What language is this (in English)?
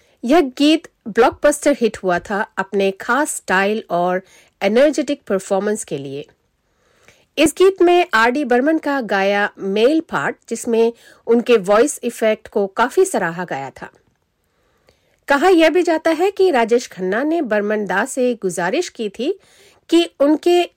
Hindi